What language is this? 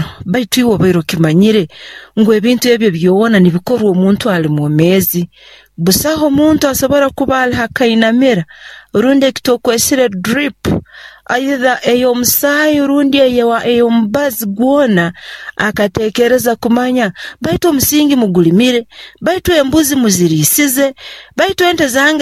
Nyoro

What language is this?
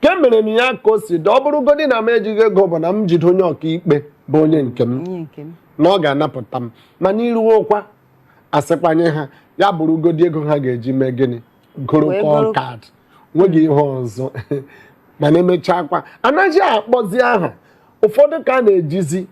Igbo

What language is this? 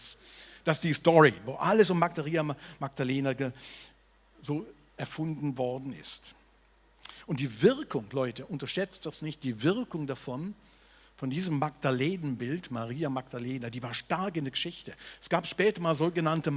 Swiss German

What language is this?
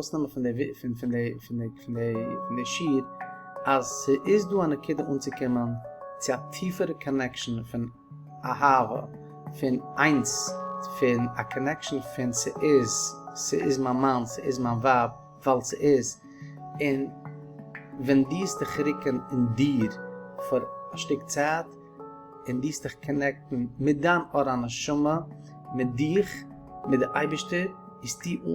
Yiddish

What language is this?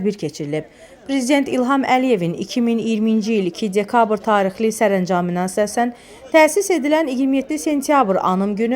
Azerbaijani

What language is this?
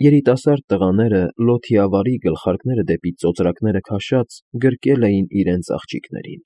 Armenian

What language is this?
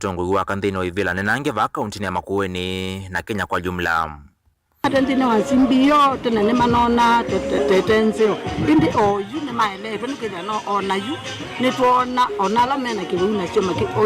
Kamba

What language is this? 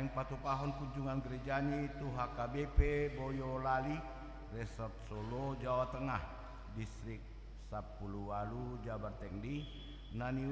Batak Toba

